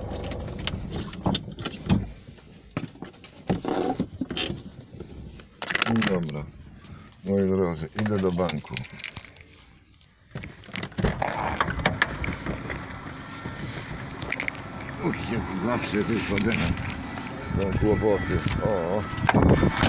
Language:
Polish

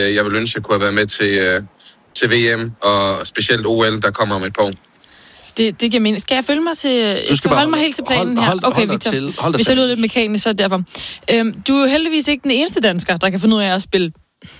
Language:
Danish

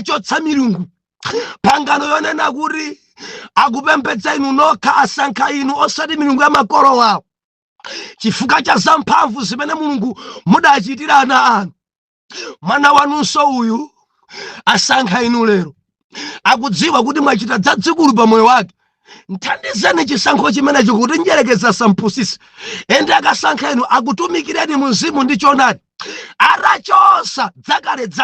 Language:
Nyanja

